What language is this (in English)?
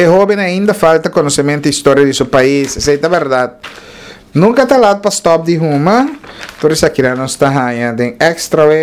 Papiamento